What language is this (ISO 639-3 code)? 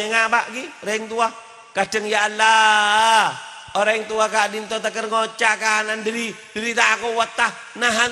mad